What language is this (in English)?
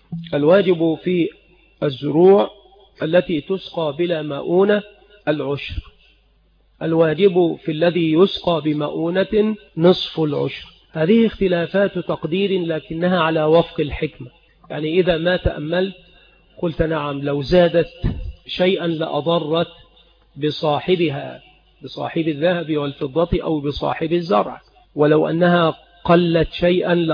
Arabic